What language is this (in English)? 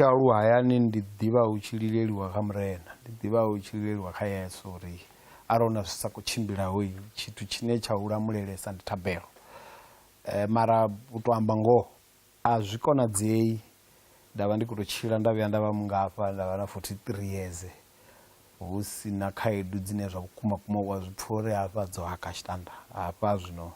Venda